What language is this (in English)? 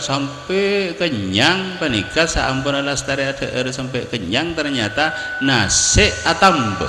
Madurese